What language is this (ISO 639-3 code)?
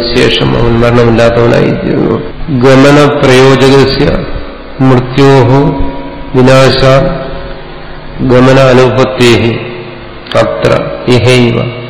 mal